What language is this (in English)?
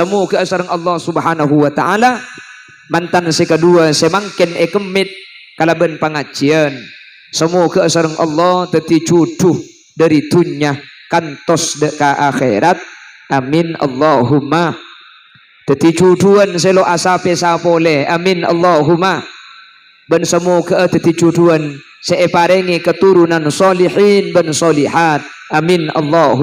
Madurese